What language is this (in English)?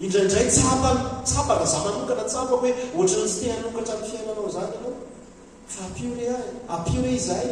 Malagasy